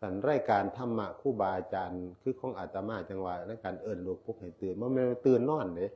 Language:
Northeastern Thai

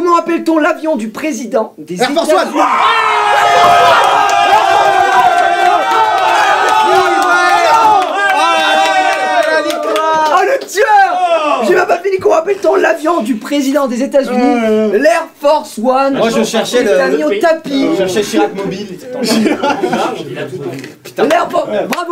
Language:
French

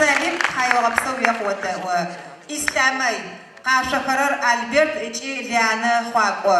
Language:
Adyghe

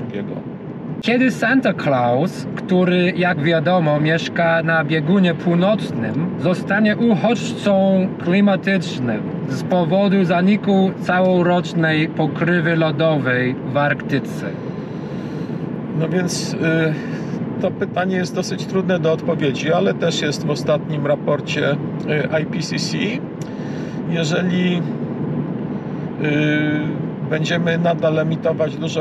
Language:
Polish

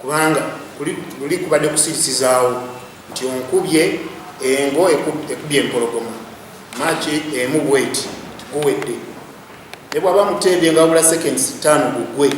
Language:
Ganda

